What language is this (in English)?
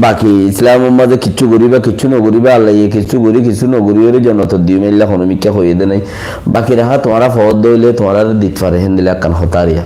Rohingya